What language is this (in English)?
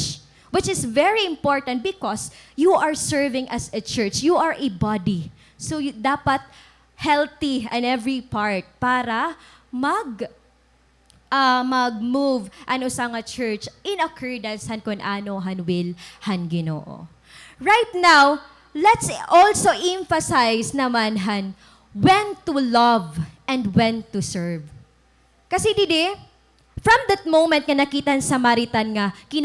Waray